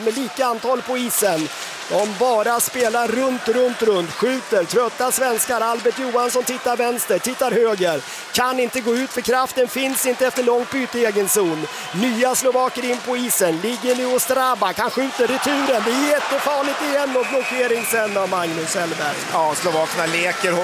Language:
Swedish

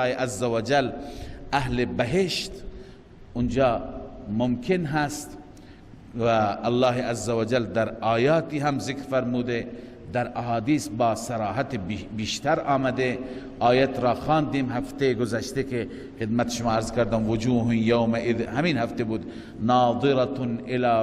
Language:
Persian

